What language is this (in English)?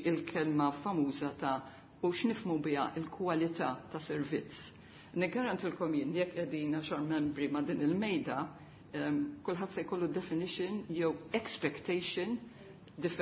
Maltese